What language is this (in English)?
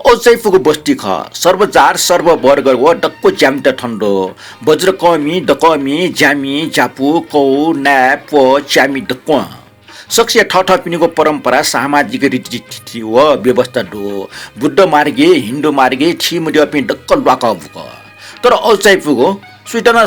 Newari